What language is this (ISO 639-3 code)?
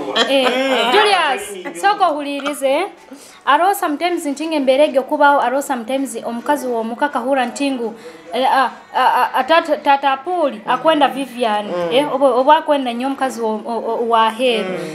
nyo